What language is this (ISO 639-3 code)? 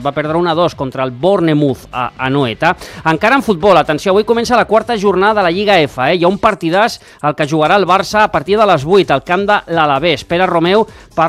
cat